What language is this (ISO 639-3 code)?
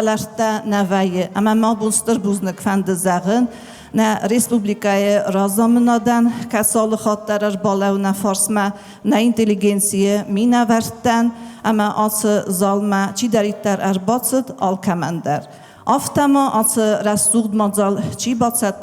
oss